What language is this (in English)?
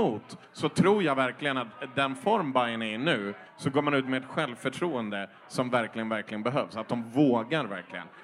Swedish